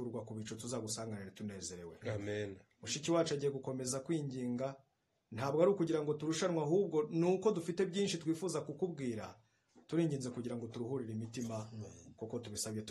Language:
Kinyarwanda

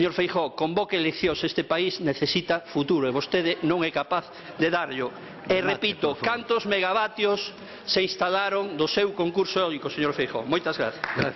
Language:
Galician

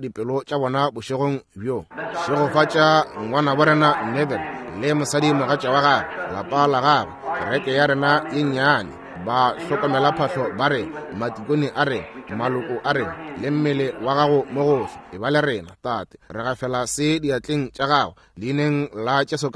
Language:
Northern Sotho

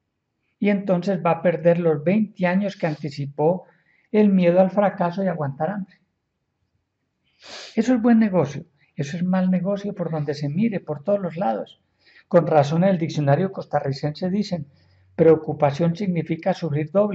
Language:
Spanish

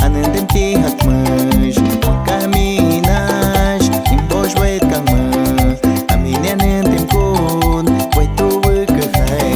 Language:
Aguaruna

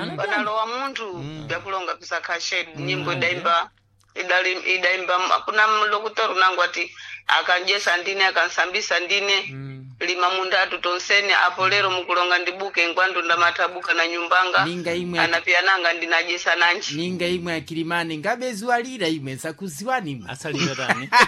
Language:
Sena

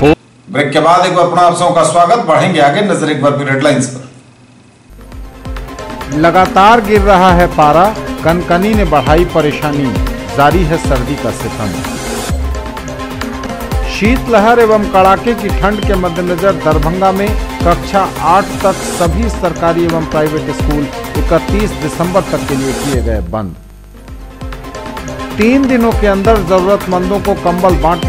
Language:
Hindi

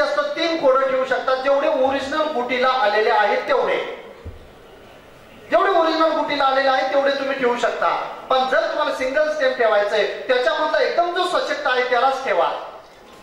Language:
Marathi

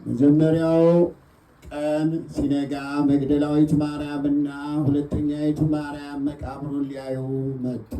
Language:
Amharic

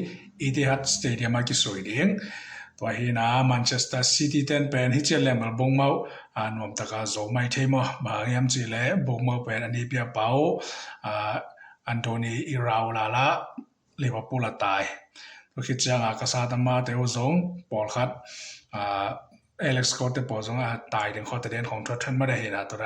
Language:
Tedim Chin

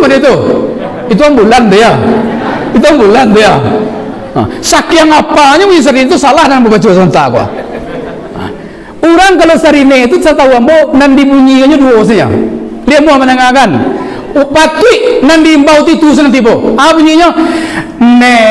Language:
Minangkabau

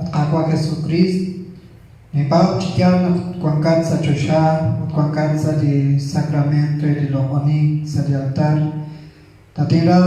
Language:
Kekchí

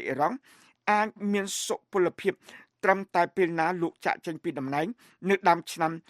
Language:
Khmer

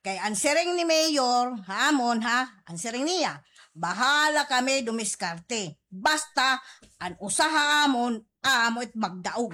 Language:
Waray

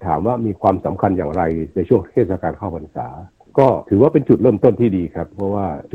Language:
Thai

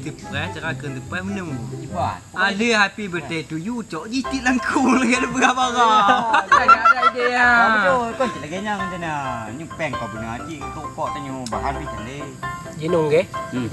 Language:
Achinese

